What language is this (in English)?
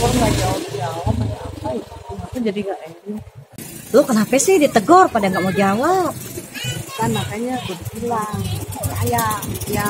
Betawi